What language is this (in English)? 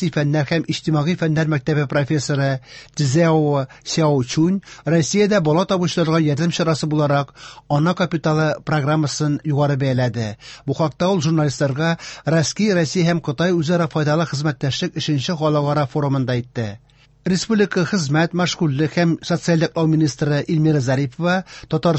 Tatar